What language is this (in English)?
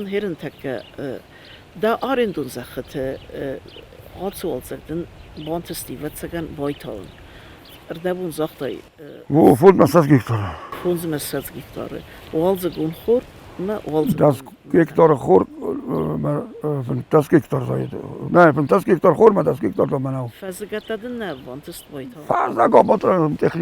Ossetic